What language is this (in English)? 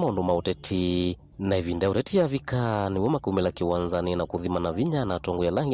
Kamba